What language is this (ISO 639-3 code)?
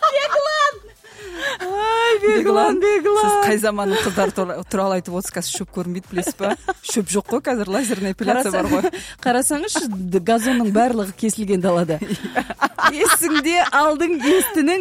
kaz